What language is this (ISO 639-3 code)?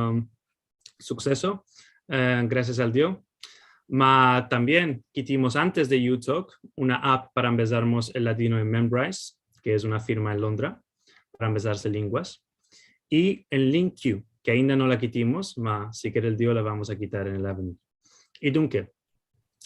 lad